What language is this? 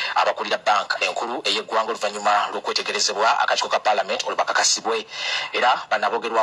Ganda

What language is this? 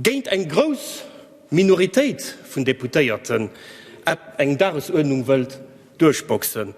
Luxembourgish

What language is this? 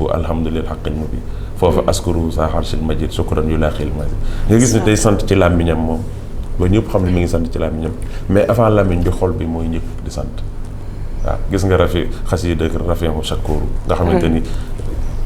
Wolof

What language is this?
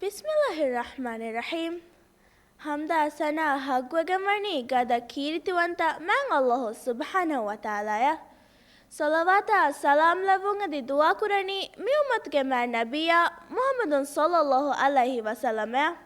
Divehi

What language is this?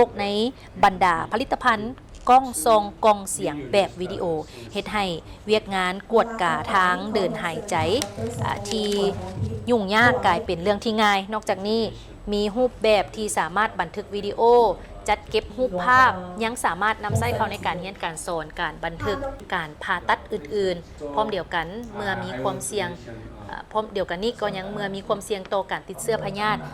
Lao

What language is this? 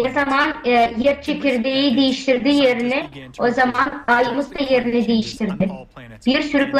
Gagauz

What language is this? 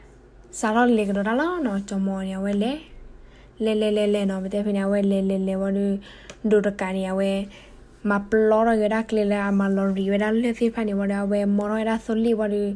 S'gaw Karen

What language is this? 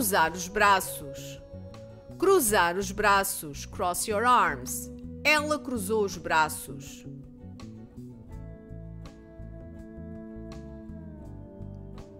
Portuguese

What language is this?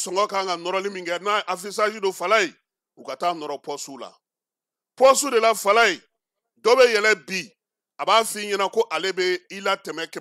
Bambara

